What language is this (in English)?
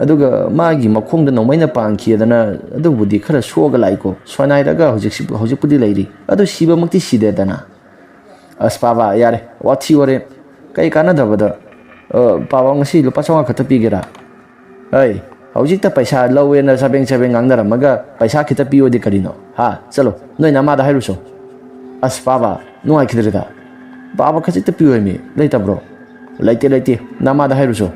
Manipuri